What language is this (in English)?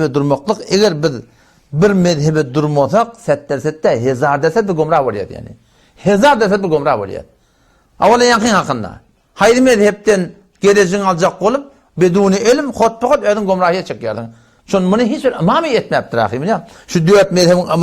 Turkmen